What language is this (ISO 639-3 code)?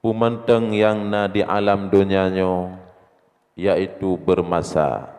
ace